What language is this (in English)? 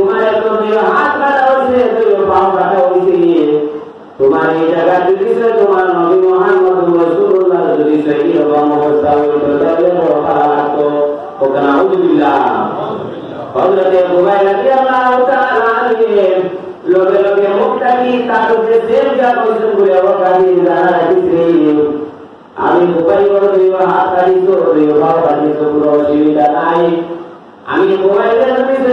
Sylheti